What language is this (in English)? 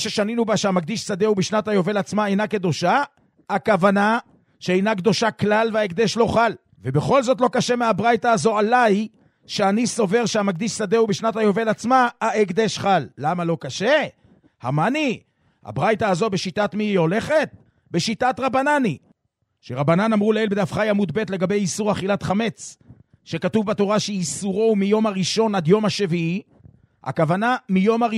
Hebrew